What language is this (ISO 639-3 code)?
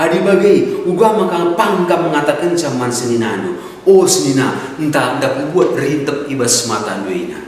btx